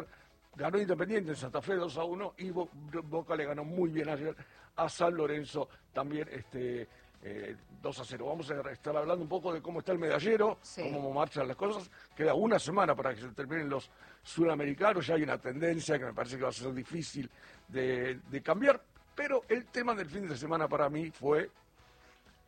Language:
Spanish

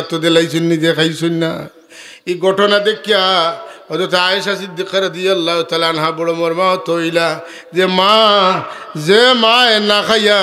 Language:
Sylheti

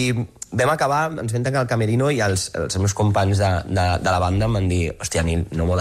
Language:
Catalan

